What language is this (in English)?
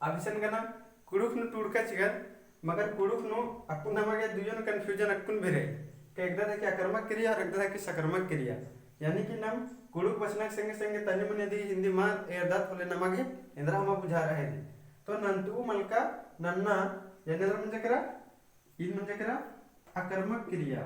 Kurukh